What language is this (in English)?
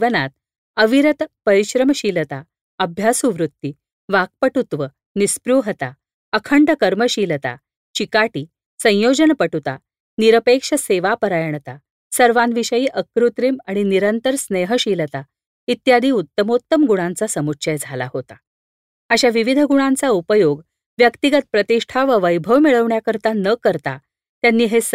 Marathi